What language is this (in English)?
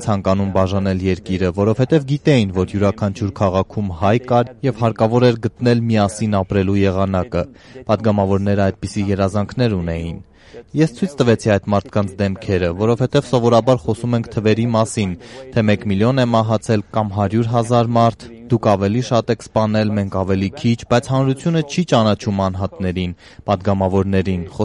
Armenian